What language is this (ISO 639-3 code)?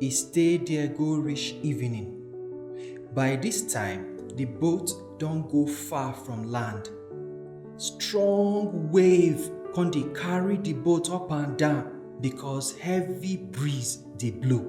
pcm